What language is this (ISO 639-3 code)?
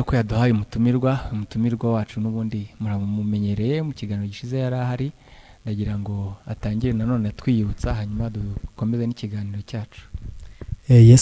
kin